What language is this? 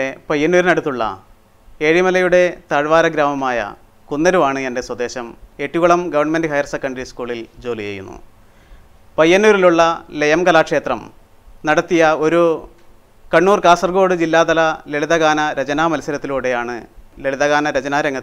Malayalam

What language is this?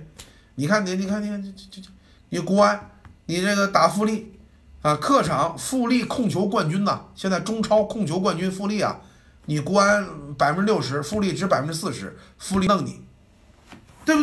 Chinese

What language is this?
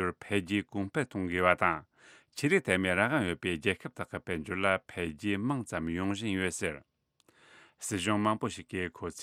Tibetan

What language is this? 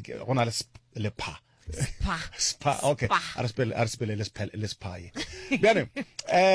Northern Sotho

